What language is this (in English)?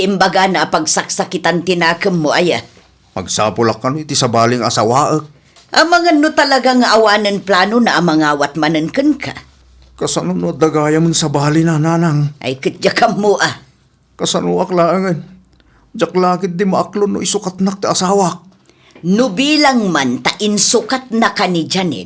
Iloko